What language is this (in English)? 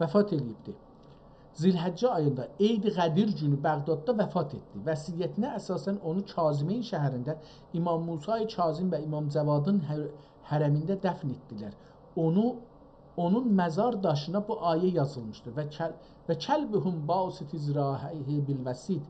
South Azerbaijani